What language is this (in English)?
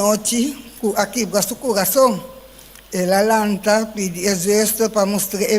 Papiamento